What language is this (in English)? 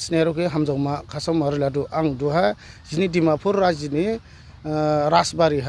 Dimasa